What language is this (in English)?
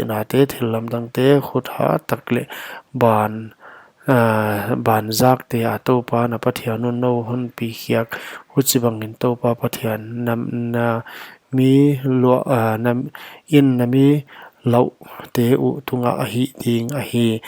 Paite Chin